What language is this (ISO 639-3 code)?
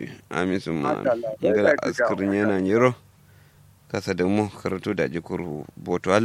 kau